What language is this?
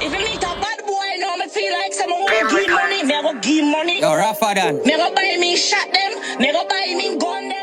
Jamaican Creole English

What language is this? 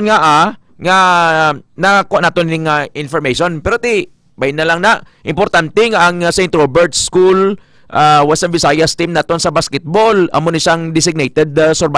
Hiligaynon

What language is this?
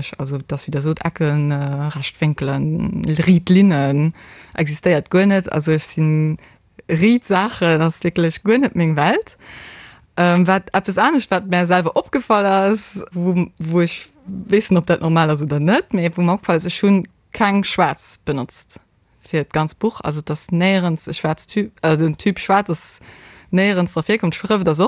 Luxembourgish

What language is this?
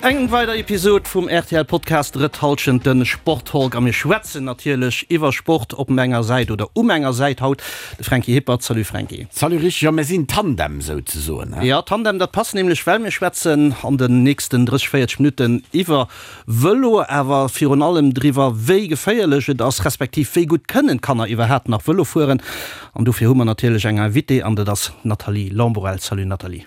Luxembourgish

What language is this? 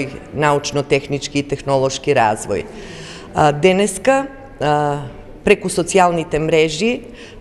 Macedonian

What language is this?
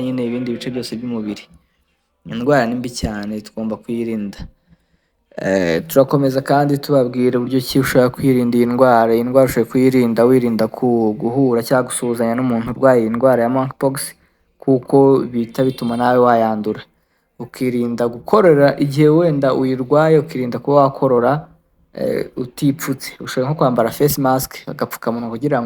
Kinyarwanda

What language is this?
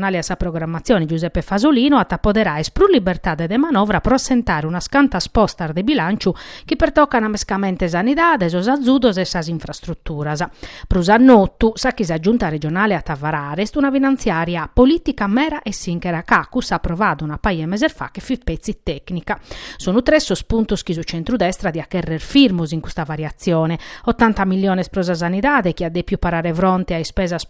Sardinian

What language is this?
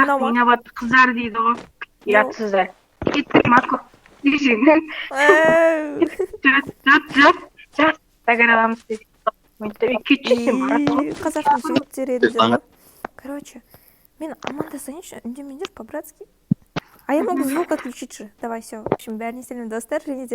Kazakh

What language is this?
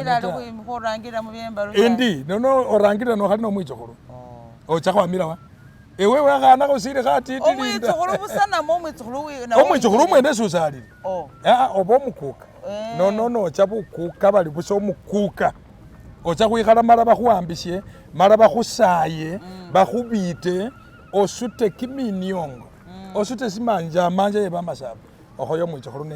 Masaaba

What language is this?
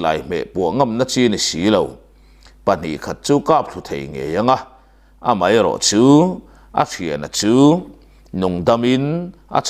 Mizo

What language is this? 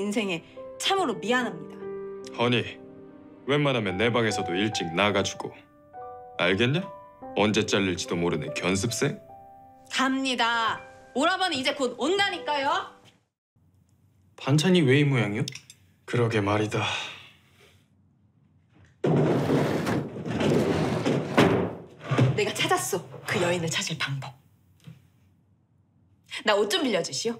Korean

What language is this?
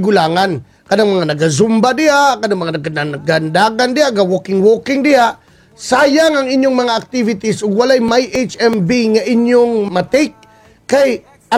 Cebuano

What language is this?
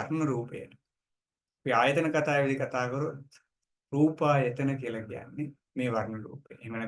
Sinhala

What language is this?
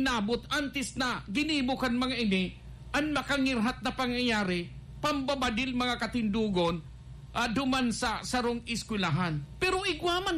Bikol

